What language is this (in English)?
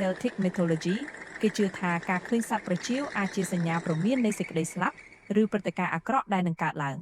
Khmer